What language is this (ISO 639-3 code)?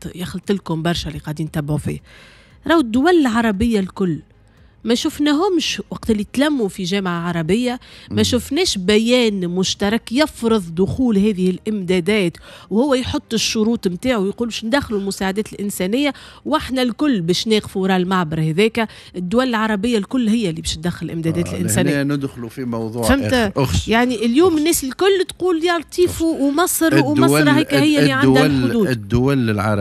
aeb